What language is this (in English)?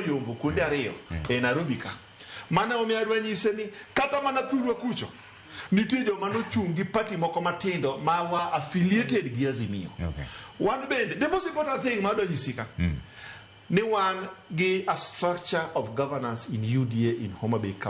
Luo (Kenya and Tanzania)